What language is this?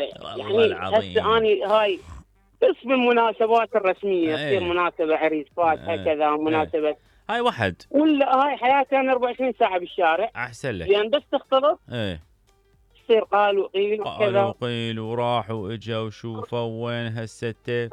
Mesopotamian Arabic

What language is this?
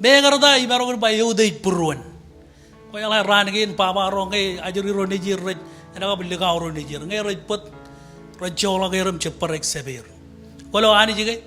Marshallese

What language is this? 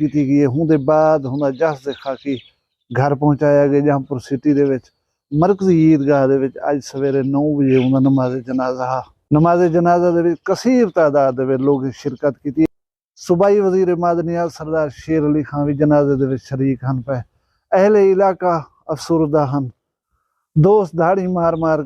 Saraiki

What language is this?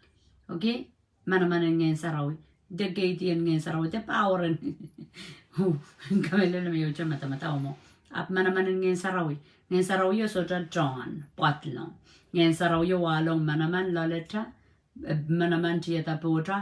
Pohnpeian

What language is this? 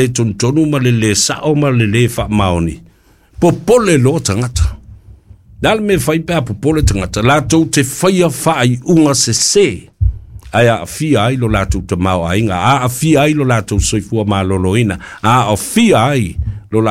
Samoan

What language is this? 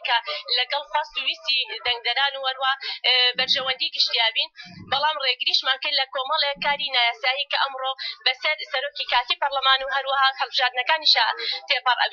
Central Kurdish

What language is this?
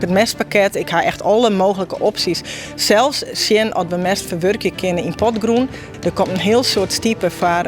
Western Frisian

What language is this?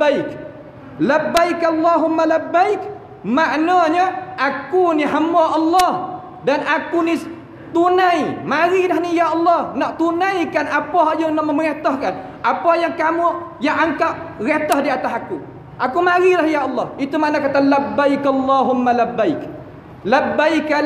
Malay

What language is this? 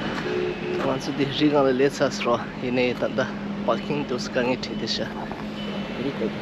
Tibetan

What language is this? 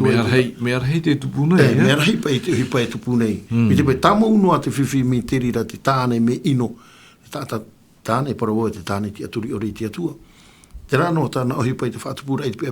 Tahitian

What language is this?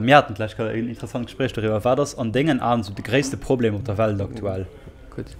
Luxembourgish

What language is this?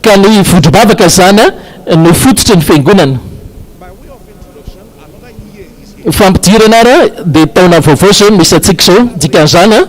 Malagasy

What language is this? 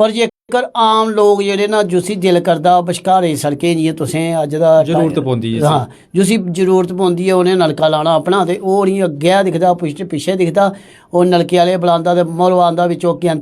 Dogri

